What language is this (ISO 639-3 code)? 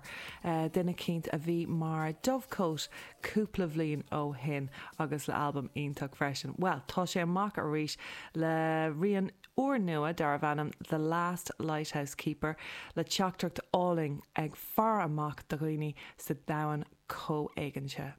gle